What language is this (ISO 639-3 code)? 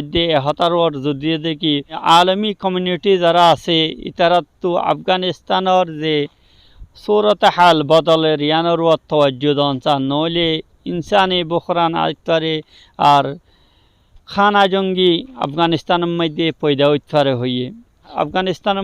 rhg